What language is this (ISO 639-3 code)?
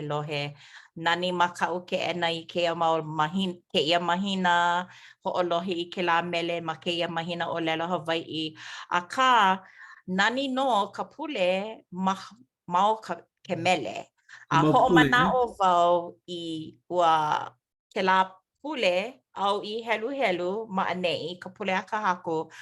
haw